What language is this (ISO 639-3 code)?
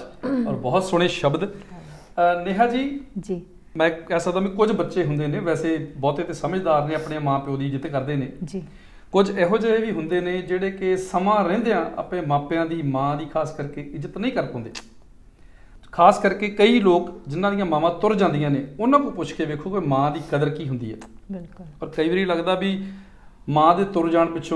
pan